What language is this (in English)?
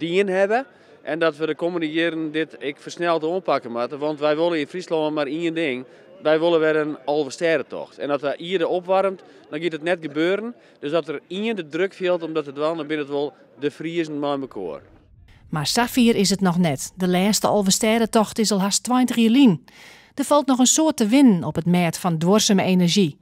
Western Frisian